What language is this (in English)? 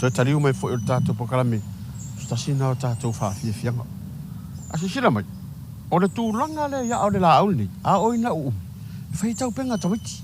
Samoan